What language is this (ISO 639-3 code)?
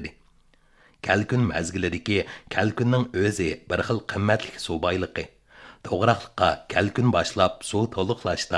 uig